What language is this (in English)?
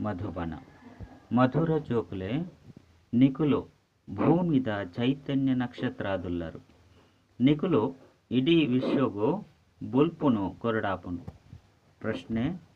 Tulu